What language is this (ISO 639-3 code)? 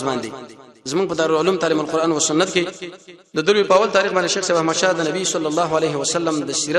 pus